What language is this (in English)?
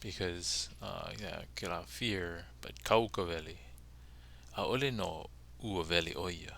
Hawaiian